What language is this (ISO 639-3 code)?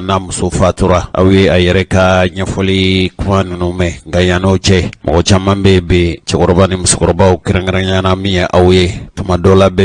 bam